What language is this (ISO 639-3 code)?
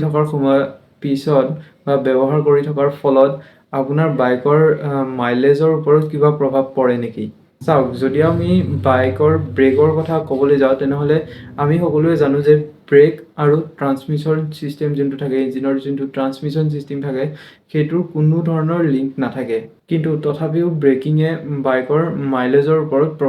asm